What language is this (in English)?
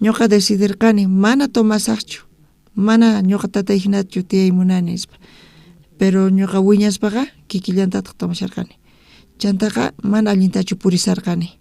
South Bolivian Quechua